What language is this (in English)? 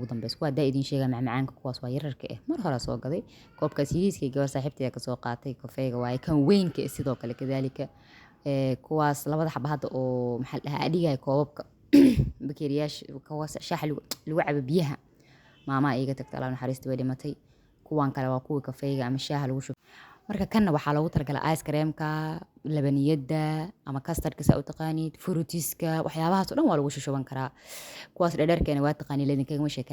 Somali